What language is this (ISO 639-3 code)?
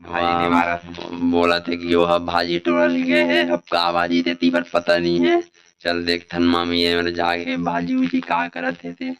hne